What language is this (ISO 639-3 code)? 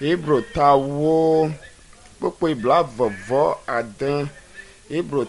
ewe